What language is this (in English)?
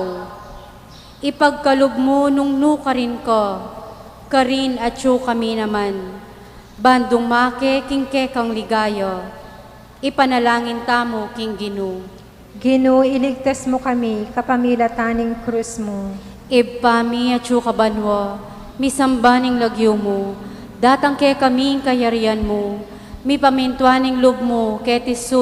Pampanga